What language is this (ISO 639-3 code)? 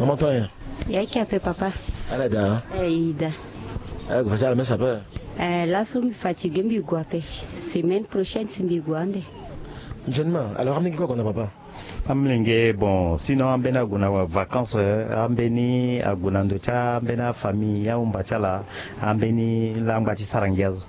sag